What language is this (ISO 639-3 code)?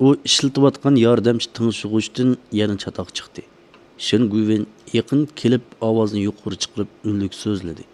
uig